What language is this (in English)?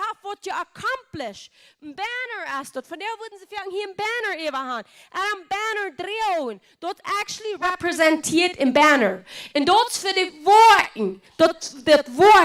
Plautdietsch